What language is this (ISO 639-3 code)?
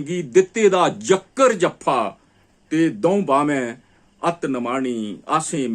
doi